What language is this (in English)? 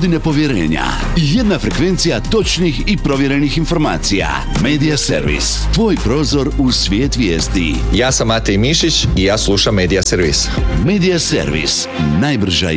Croatian